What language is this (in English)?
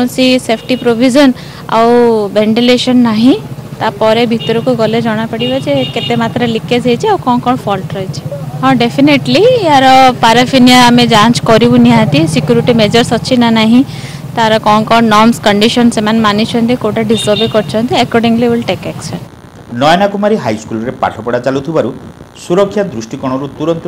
Odia